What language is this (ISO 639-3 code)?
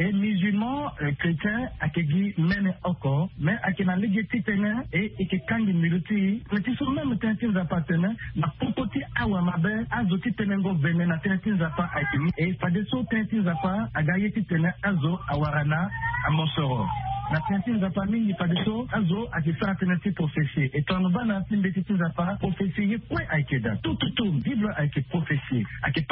sag